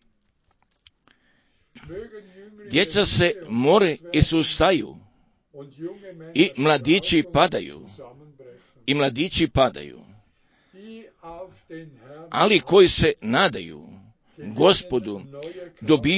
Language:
Croatian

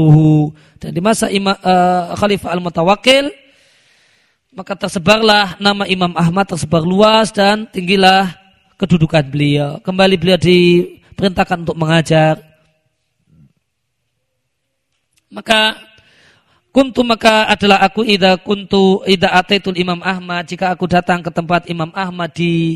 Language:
Indonesian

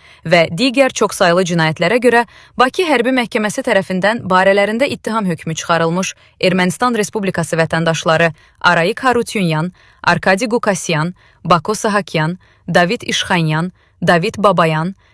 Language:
Azerbaijani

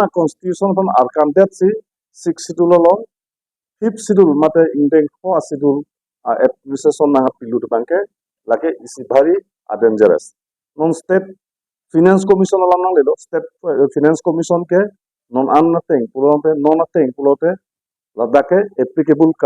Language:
Karbi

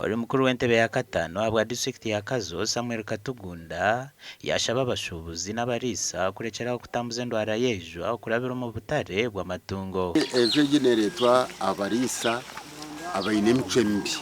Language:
Nyankole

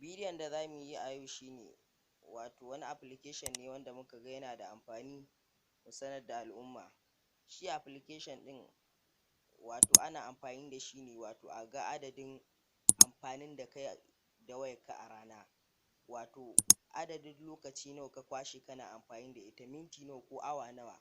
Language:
Hausa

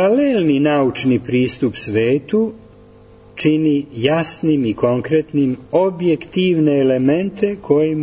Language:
Serbian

